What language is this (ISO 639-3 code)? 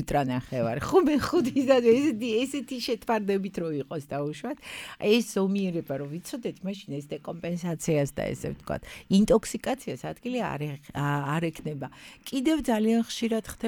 kat